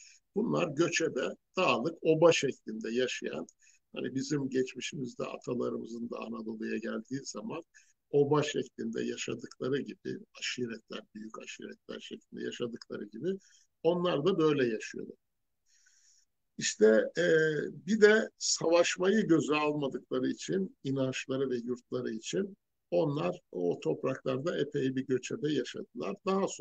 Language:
Turkish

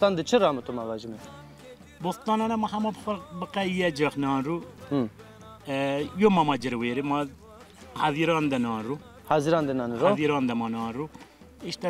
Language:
Zaza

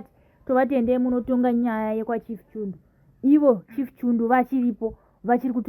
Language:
Shona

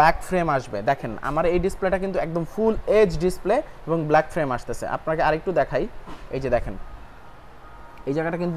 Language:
Bangla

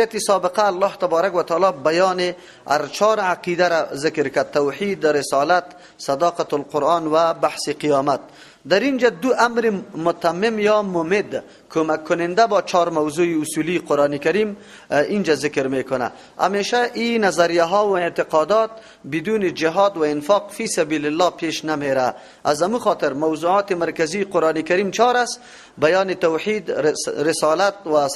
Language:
Persian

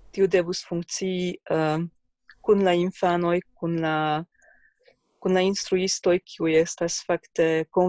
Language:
Esperanto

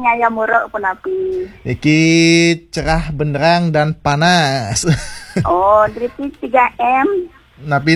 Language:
Balinese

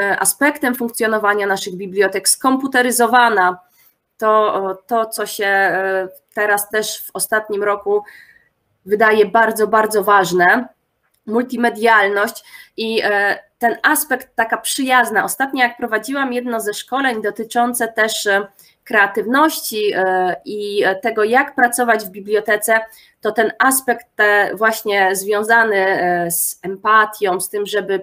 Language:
Polish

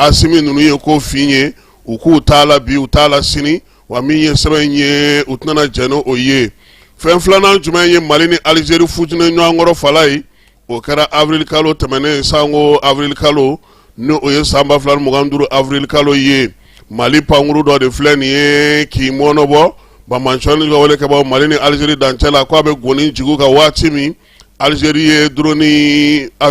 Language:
Bambara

